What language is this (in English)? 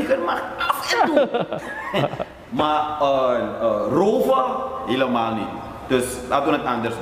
Dutch